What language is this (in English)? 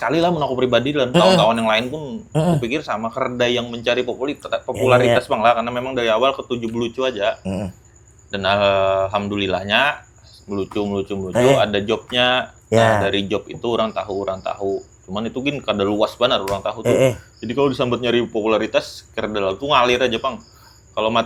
Banjar